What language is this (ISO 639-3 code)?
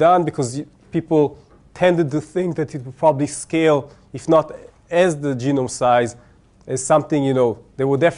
eng